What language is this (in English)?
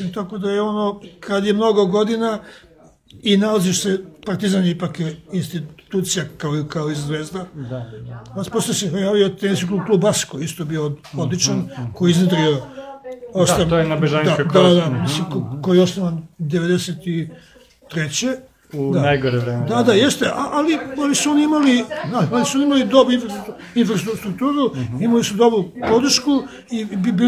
Serbian